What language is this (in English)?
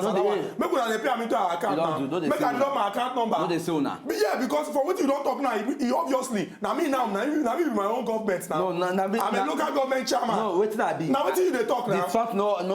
Nigerian Pidgin